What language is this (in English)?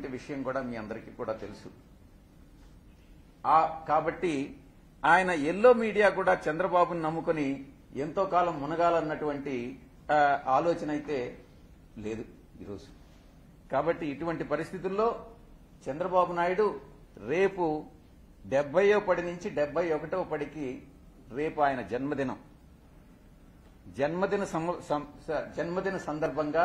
Telugu